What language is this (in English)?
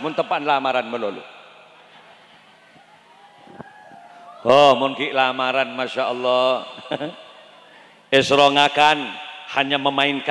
Madurese